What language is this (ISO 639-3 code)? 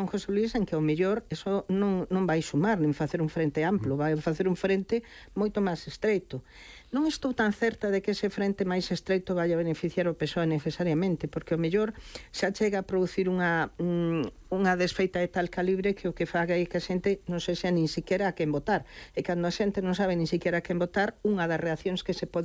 glg